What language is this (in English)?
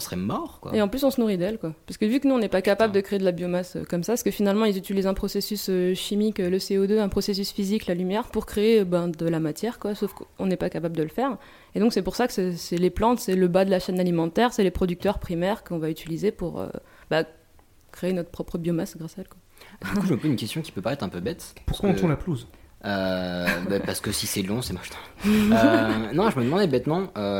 French